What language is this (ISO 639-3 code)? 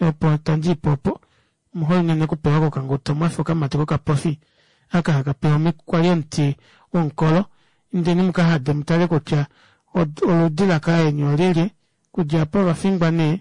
kua